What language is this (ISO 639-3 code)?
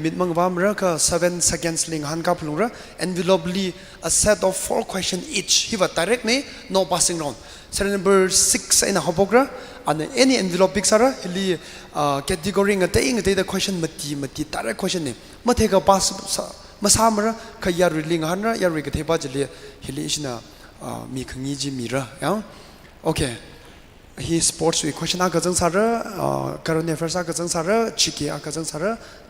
nmf